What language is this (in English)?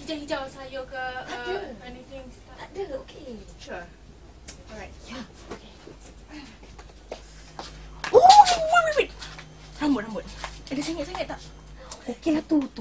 Malay